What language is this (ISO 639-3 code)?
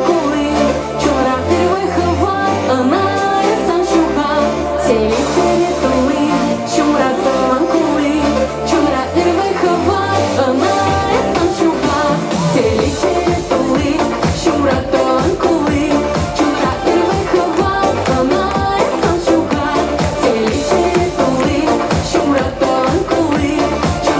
chv